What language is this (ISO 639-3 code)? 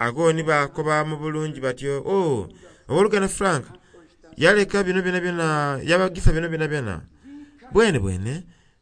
xog